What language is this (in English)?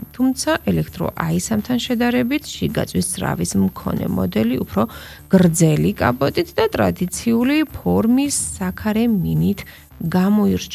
Georgian